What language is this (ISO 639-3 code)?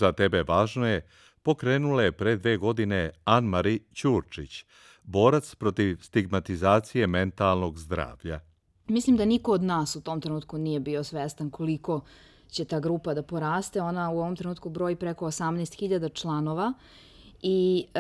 srp